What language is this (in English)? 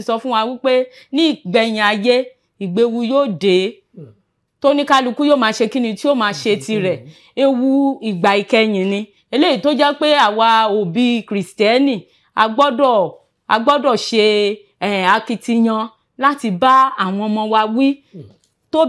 Yoruba